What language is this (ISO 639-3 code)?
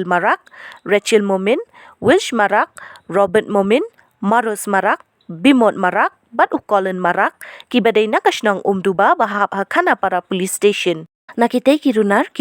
kha